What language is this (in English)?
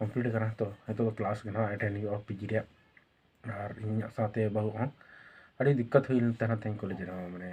Santali